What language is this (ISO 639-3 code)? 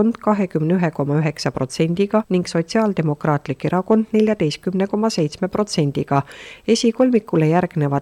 est